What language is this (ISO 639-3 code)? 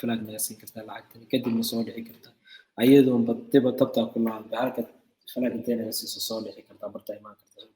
som